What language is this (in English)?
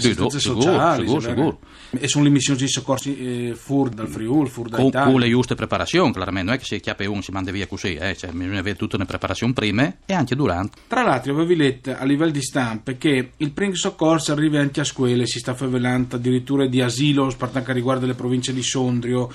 Friulian